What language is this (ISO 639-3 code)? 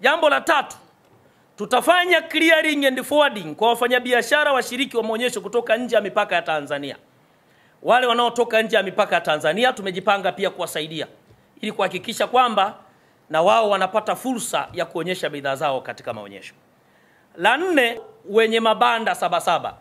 swa